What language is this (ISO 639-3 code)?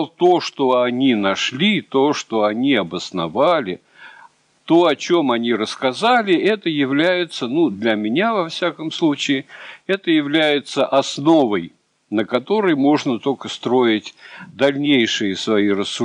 rus